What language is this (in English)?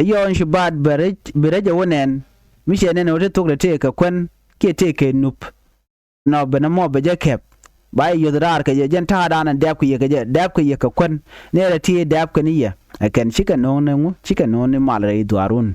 Nuer